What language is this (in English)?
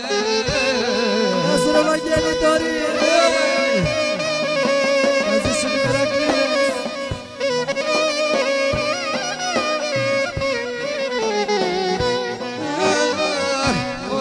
Greek